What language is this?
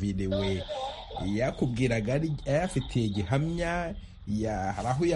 Kinyarwanda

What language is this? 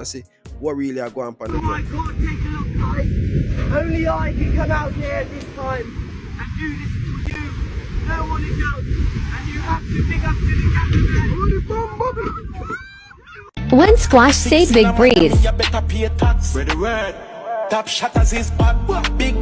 Jamaican Creole English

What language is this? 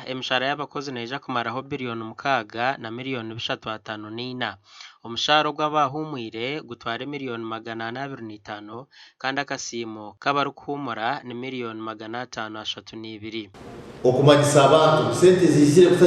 Nyankole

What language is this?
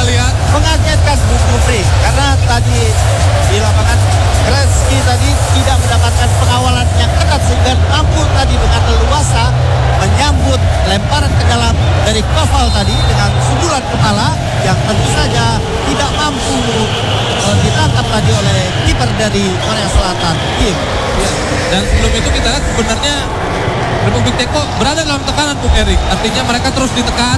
Indonesian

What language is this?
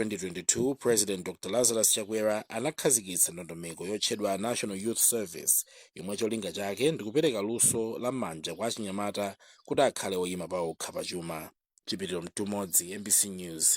Nyanja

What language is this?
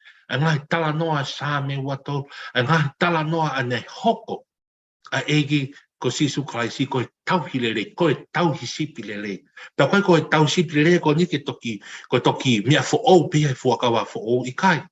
Tongan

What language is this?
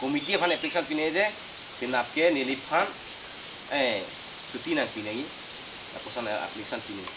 Karbi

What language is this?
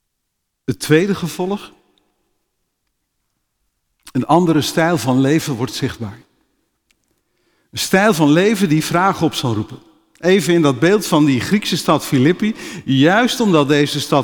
Dutch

